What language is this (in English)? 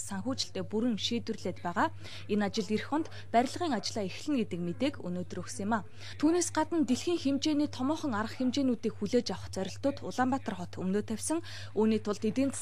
Mongolian